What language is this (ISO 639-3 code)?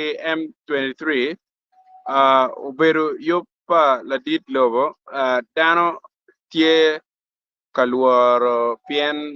ach